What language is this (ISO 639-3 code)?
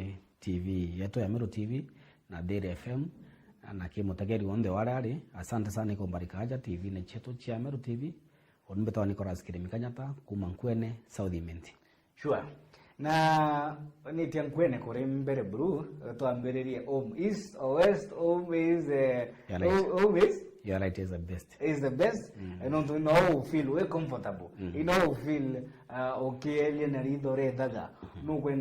mer